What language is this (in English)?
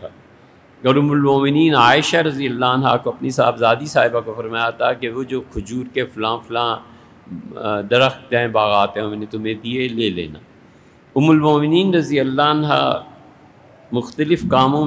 Urdu